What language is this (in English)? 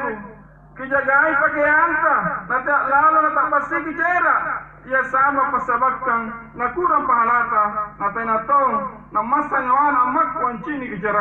Makasar